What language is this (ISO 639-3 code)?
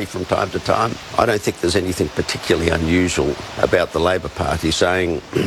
eng